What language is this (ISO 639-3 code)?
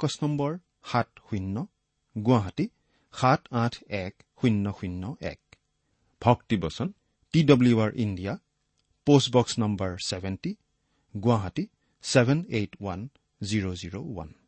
asm